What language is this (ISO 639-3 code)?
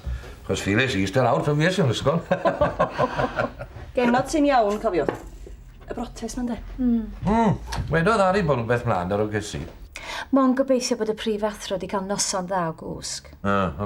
cym